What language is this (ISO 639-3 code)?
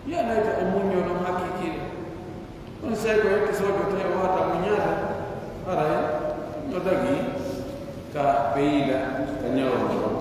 fuf